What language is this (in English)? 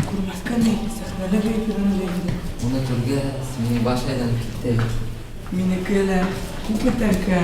Bashkir